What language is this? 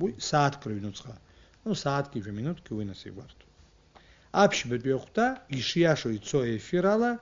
Abkhazian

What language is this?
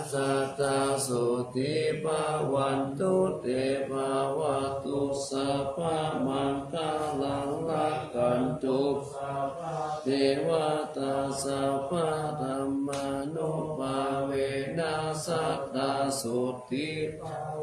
Pali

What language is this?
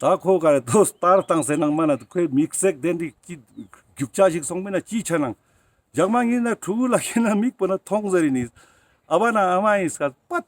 Ladakhi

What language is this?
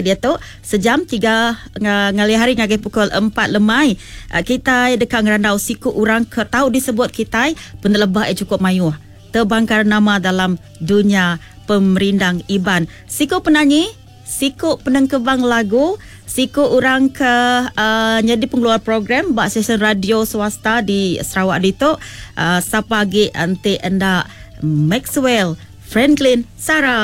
Iban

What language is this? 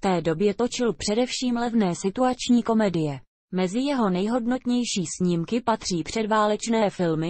Czech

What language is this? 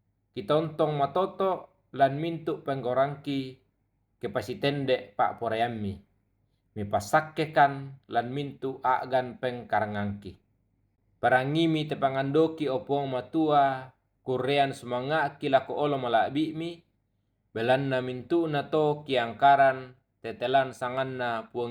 Toraja-Sa'dan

